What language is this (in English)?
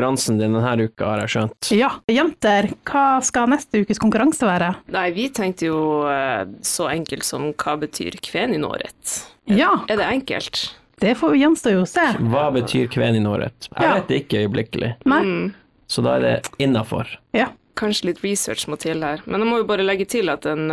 Norwegian